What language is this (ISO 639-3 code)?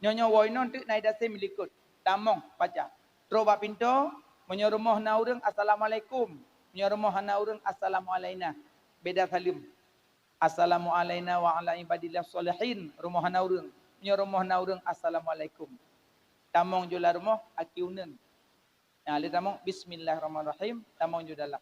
ace